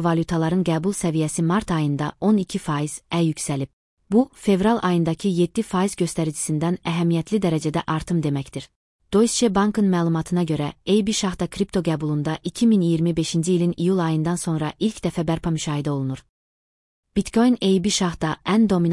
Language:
Azerbaijani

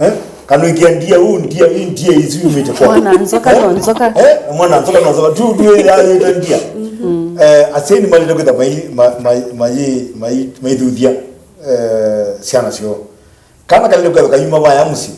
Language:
Kamba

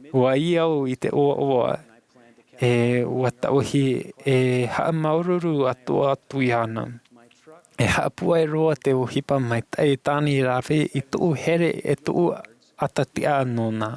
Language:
Tahitian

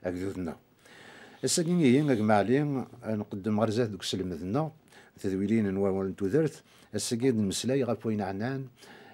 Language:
Kabyle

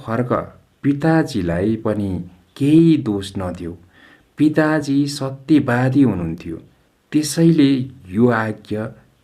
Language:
Nepali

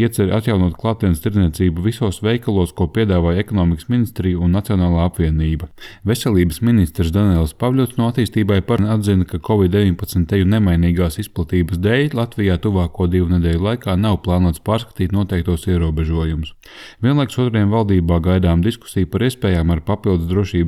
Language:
Latvian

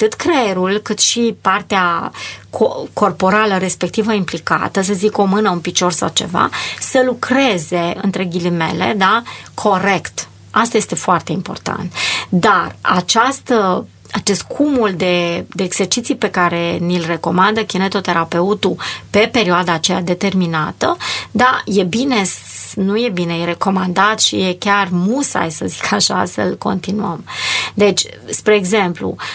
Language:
Romanian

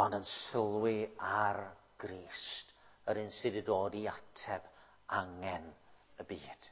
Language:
Welsh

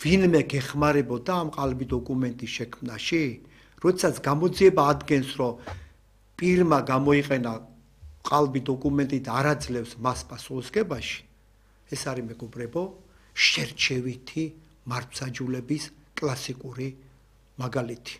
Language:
Georgian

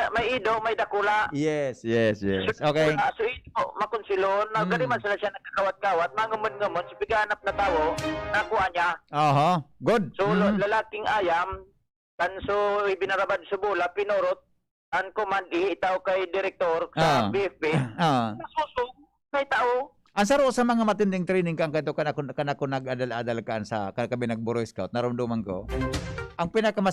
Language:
Bikol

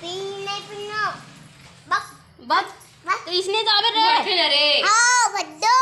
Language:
Chhattisgarhi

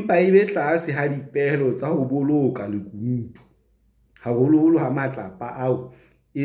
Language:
Southern Sotho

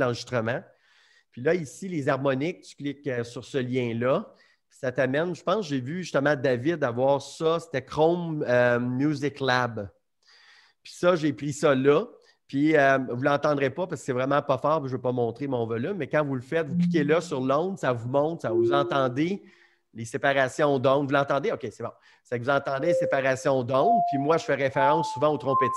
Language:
French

